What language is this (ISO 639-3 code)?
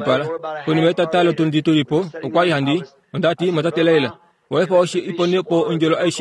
kua